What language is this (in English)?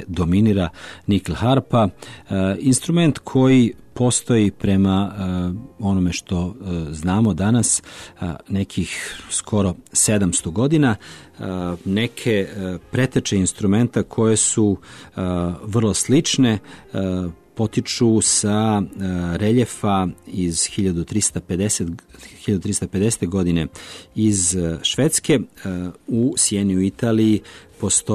Serbian